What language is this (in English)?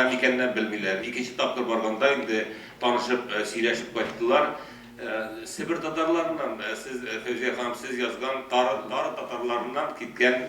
Tatar